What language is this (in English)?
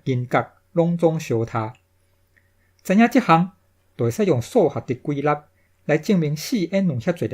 Min Nan Chinese